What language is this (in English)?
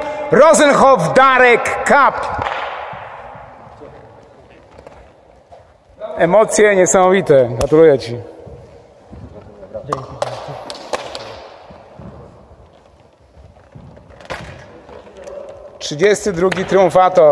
Polish